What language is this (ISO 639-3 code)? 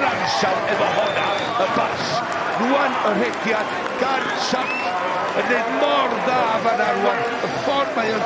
cym